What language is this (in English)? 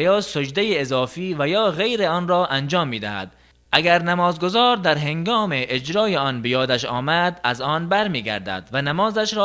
Tajik